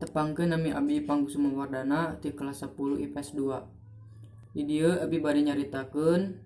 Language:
Sundanese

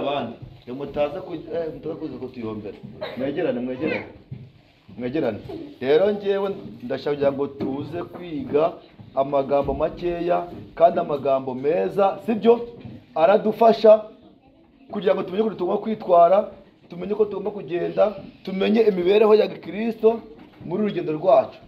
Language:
Kinyarwanda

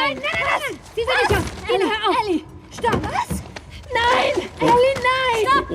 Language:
Bavarian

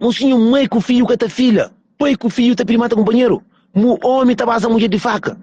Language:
Kabuverdianu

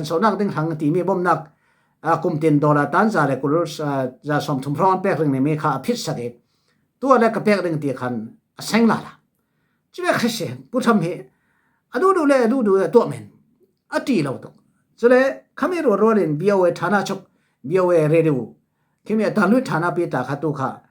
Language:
Falam Chin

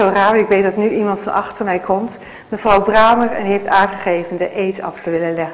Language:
Dutch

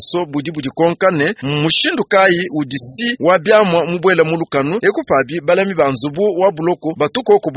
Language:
Luba-Lulua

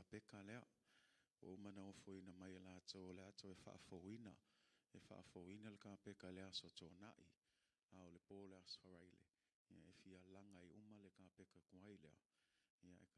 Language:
Samoan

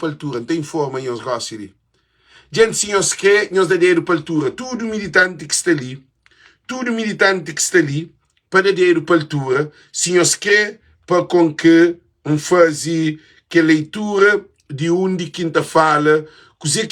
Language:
Kabuverdianu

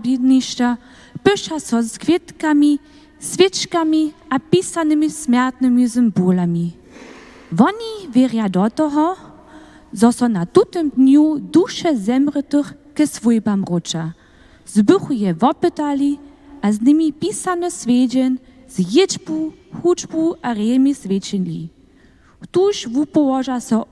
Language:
Upper Sorbian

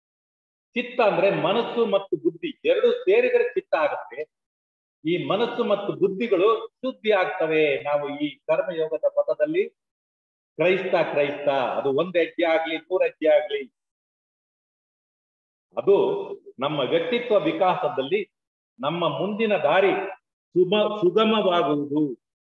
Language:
Kannada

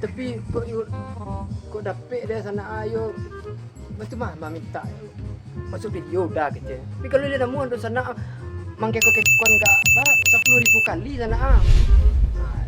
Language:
Minangkabau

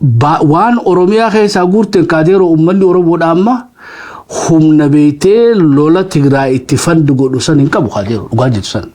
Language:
Oromo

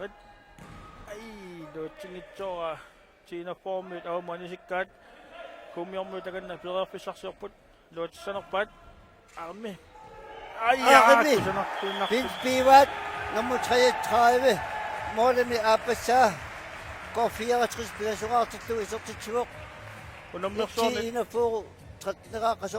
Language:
Kalaallisut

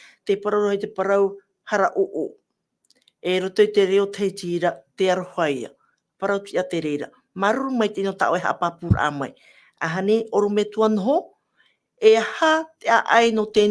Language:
Tahitian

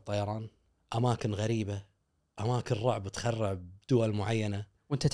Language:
Gulf Arabic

